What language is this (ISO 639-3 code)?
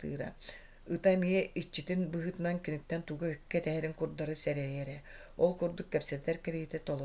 sah